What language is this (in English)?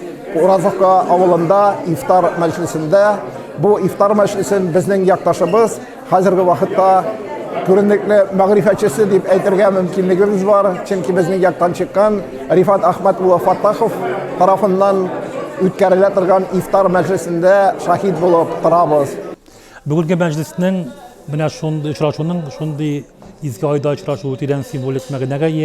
Tatar